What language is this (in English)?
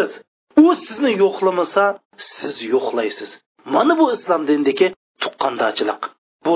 Uyghur